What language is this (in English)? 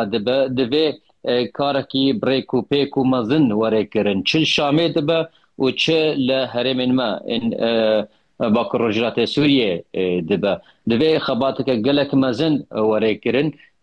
Kurdish